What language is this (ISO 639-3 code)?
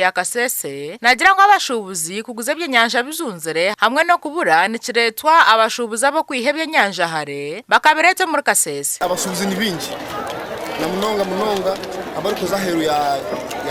nyn